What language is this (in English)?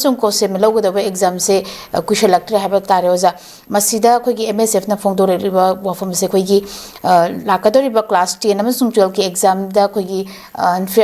Manipuri